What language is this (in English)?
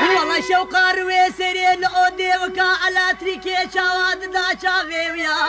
Kurdish